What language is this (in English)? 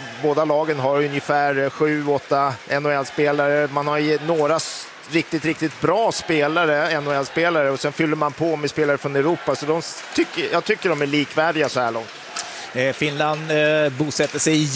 Swedish